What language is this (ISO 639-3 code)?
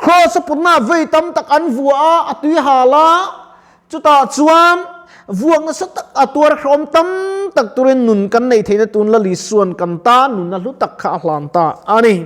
lus